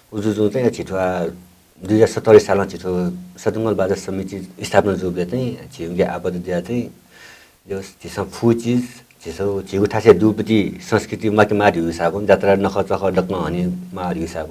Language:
Newari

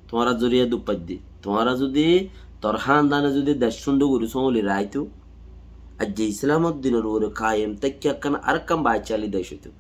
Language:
Rohingya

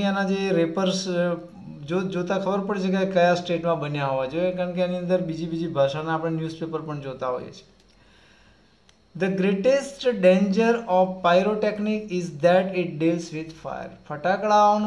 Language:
Gujarati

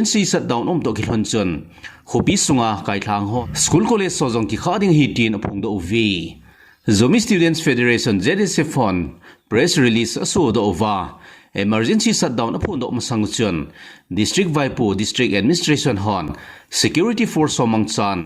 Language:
Thado Chin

